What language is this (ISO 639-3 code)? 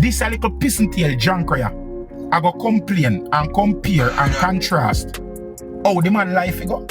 jam